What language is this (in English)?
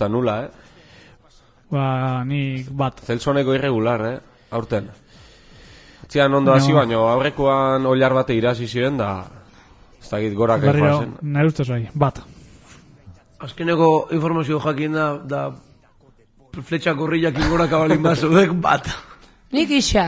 Basque